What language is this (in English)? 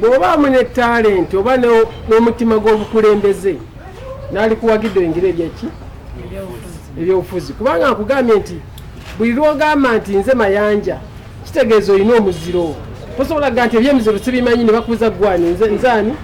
Ganda